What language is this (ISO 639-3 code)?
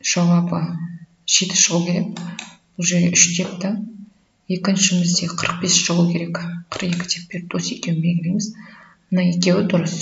kaz